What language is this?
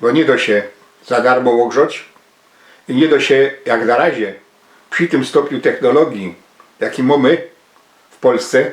Silesian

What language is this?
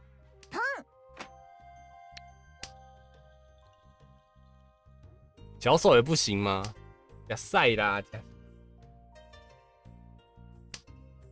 Chinese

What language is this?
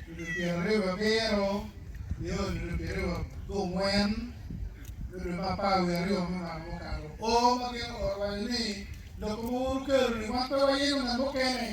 Acoli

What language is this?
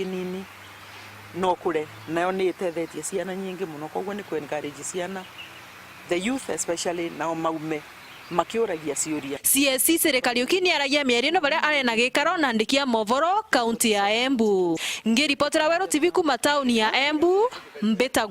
Meru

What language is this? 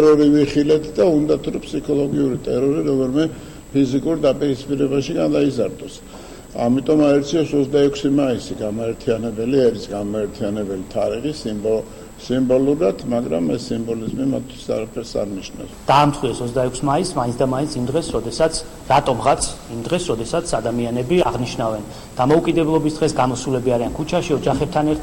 Georgian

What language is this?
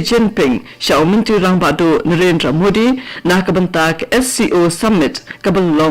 Khasi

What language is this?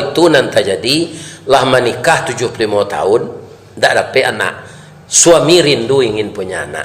Minangkabau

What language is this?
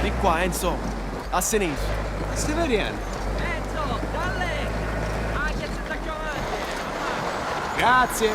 Sicilian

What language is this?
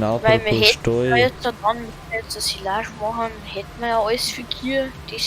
Bavarian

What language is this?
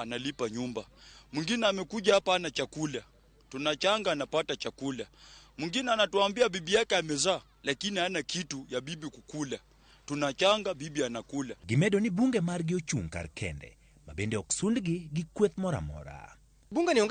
Luo (Kenya and Tanzania)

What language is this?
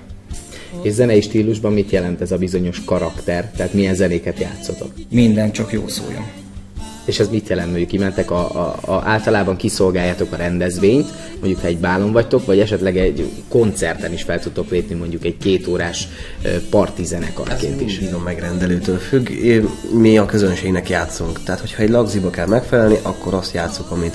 Hungarian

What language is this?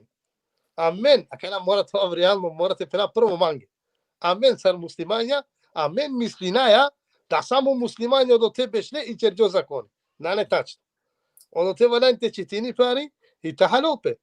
Balkan Romani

